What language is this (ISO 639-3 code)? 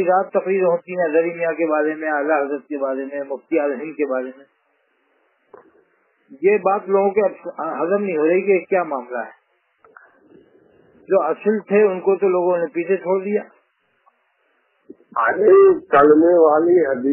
urd